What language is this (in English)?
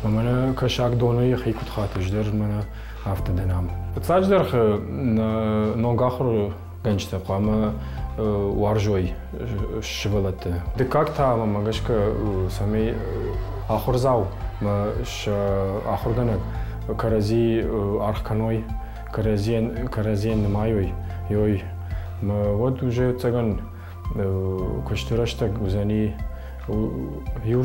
Ossetic